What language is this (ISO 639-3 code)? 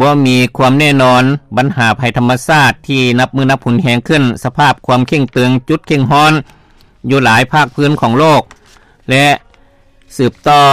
lao